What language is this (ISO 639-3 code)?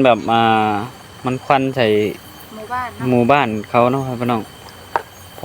tts